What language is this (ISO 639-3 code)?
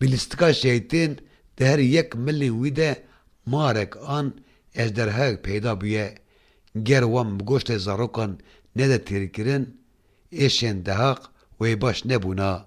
kur